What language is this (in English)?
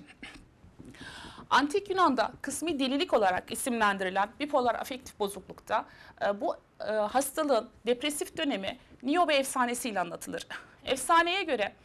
Turkish